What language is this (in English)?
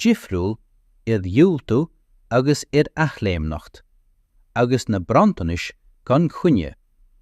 Irish